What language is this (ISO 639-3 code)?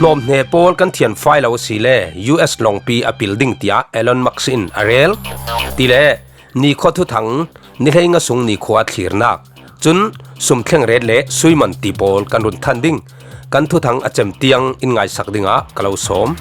cfm